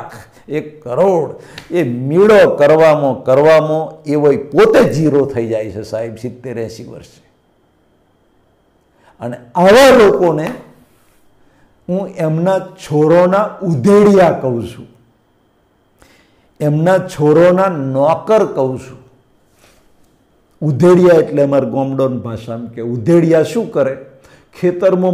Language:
Gujarati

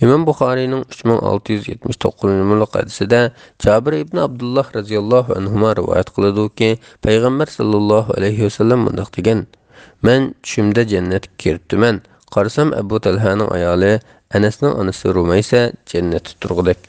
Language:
Uyghur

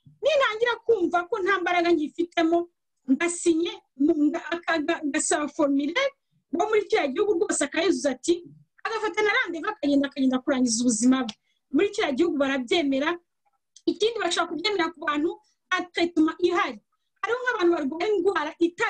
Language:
Kinyarwanda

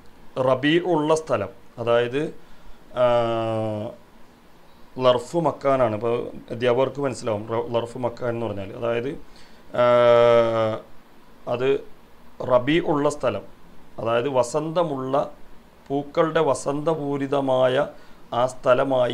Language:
Malayalam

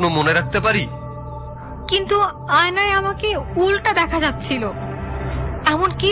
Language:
Bangla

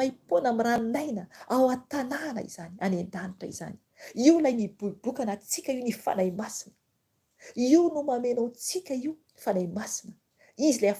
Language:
Malagasy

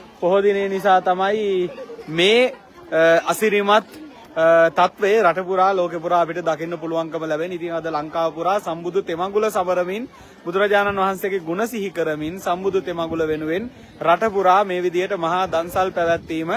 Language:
Sinhala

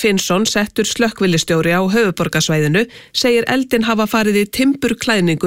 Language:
Icelandic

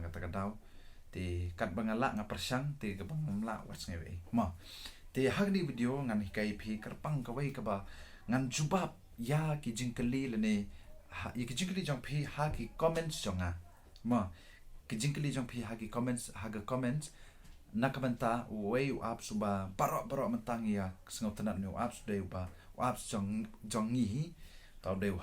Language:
Khasi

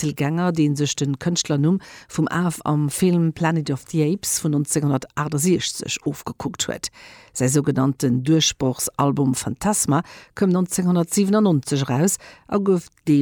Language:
Luxembourgish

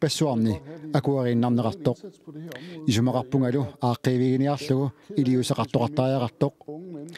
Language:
Kalaallisut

